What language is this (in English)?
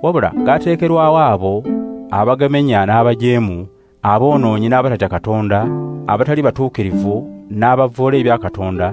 Ganda